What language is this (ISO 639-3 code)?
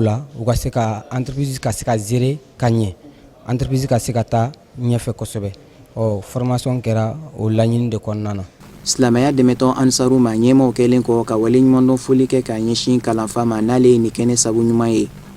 bam